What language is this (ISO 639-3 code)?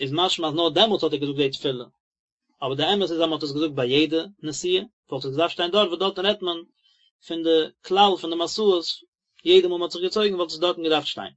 yid